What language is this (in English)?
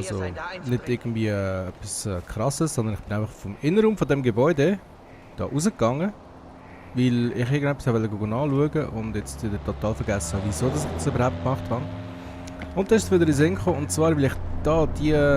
Swiss German